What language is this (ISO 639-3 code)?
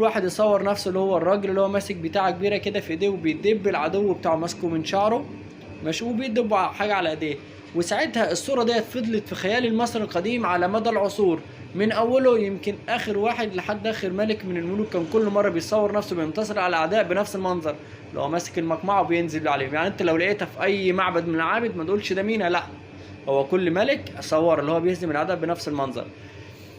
arz